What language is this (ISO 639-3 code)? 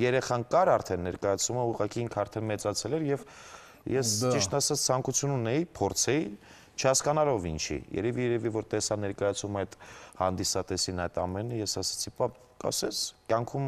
hye